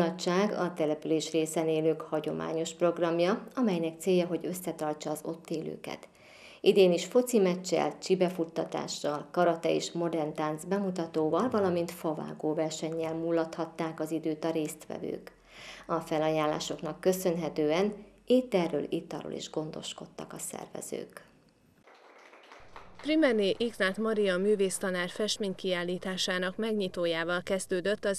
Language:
Hungarian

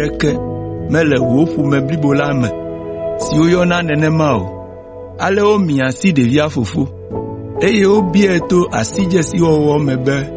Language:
Ewe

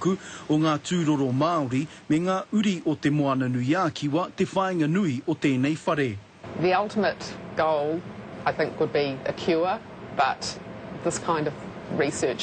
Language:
Māori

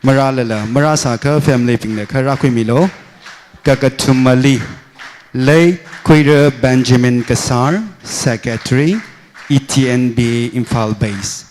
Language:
Tangkhul Naga (India)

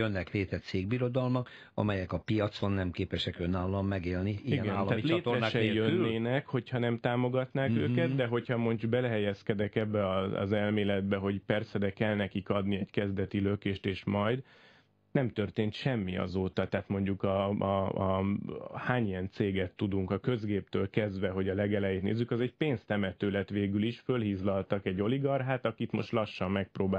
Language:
Hungarian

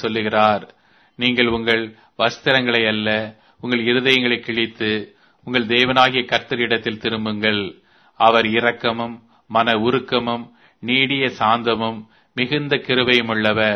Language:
Tamil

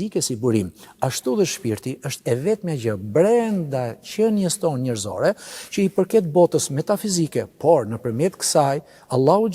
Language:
Albanian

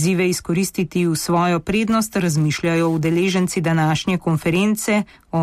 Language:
Slovenian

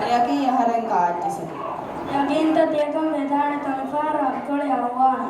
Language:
Divehi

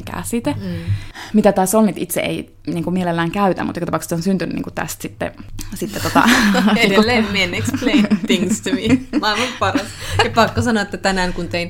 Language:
Finnish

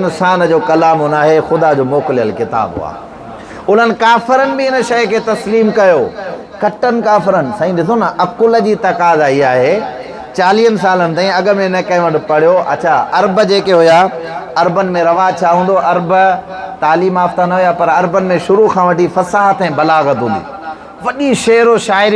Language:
Sindhi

